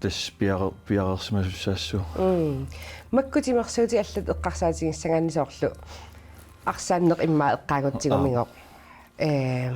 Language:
Kalaallisut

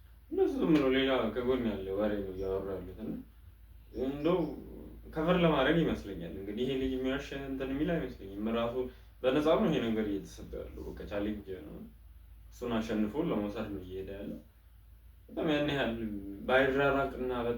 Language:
Amharic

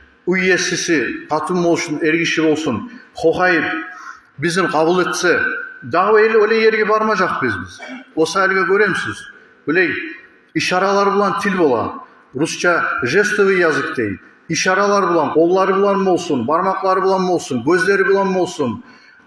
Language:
Kumyk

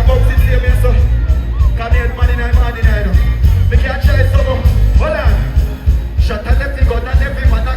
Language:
Jamaican Creole English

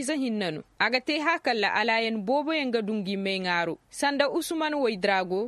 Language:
Koyraboro Senni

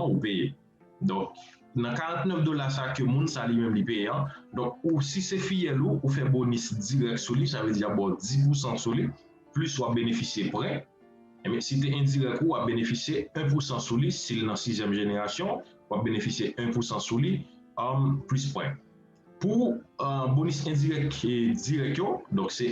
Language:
Haitian Creole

